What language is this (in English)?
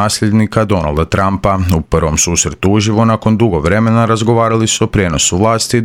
Croatian